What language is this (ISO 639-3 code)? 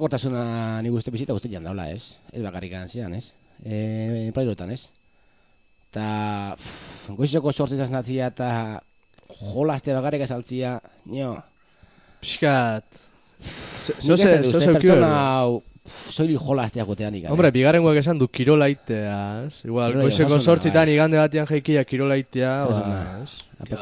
eus